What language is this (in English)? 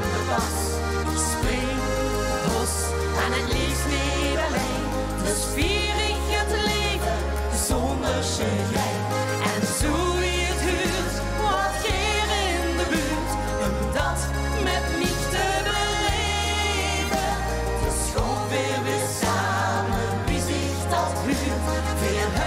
Limburgish